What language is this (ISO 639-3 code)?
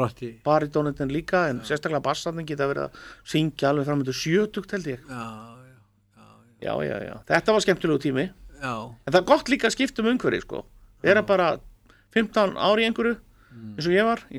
isl